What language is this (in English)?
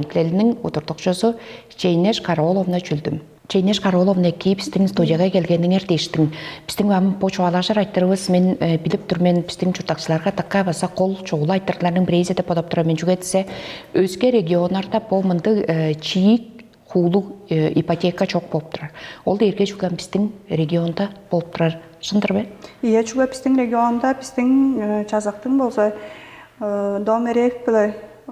Tuvinian